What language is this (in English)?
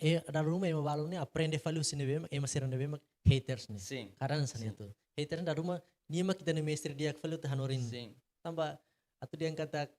Tetum